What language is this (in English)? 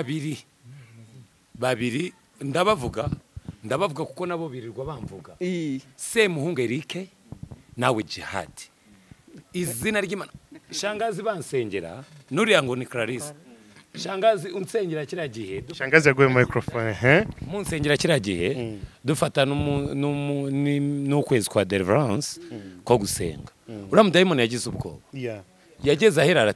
Kinyarwanda